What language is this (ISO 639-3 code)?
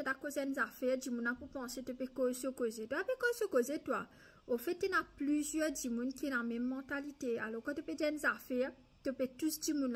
mfe